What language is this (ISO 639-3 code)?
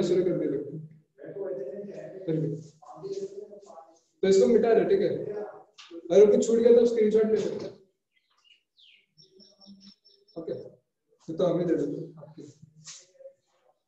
hin